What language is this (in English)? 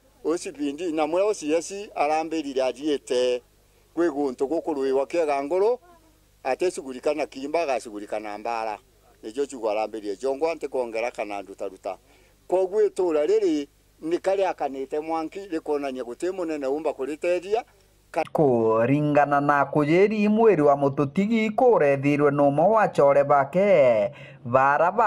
Meru